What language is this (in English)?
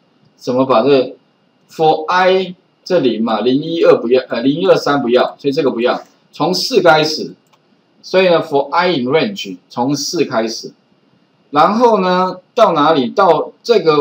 Chinese